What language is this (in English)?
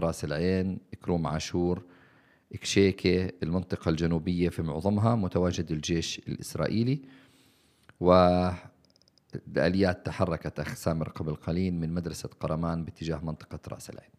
North Levantine Arabic